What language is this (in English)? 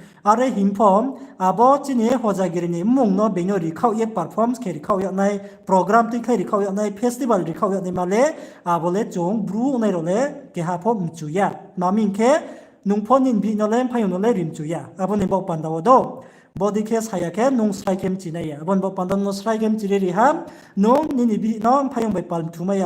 Riang (India)